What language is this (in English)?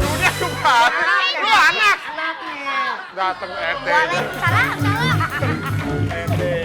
Betawi